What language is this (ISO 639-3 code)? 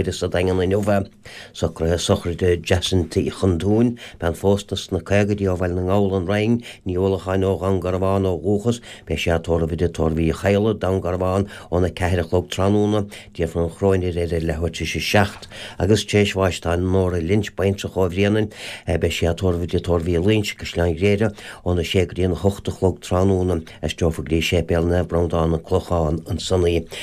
gle